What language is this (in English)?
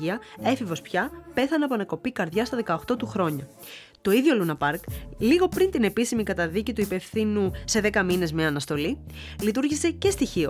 Greek